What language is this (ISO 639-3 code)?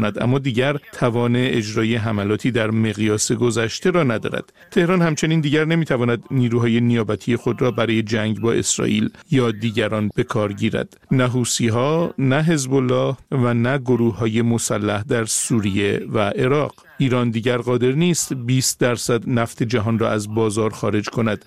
fas